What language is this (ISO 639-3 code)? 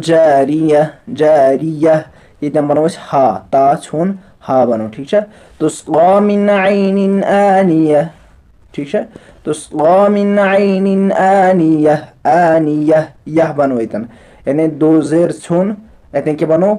kas